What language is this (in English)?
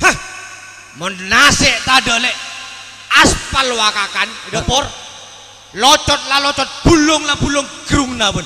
Madurese